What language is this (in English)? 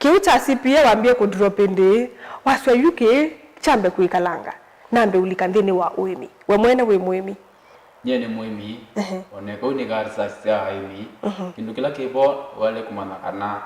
Kamba